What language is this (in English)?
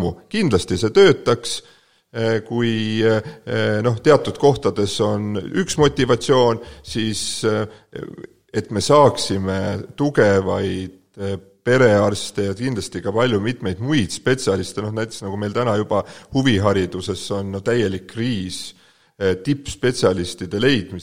Estonian